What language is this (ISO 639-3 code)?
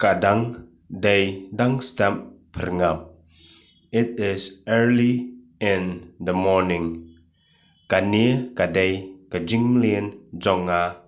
kha